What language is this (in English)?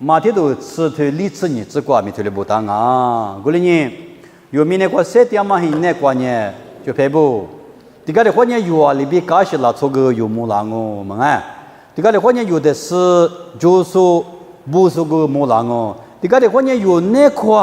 Lisu